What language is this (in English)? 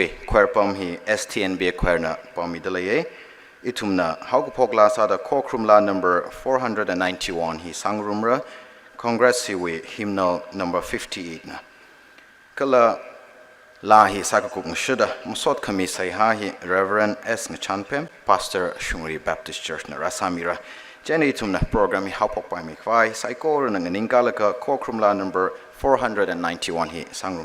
Tangkhul Naga (India)